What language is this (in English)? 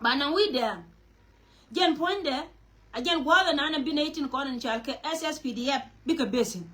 Nuer